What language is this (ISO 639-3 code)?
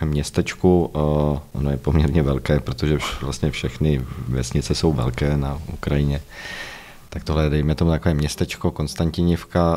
ces